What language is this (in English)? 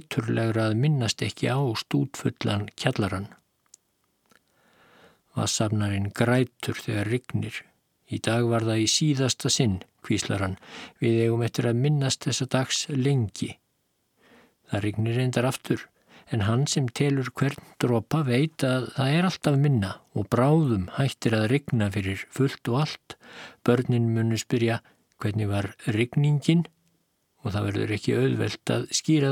Icelandic